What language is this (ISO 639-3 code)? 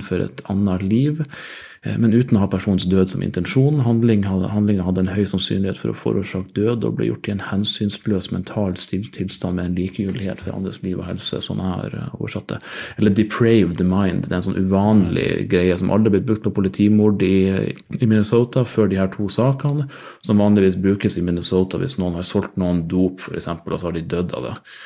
nor